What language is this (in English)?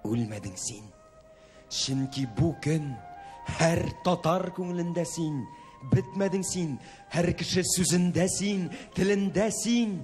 Tatar